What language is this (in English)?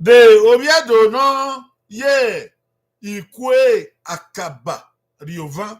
Bini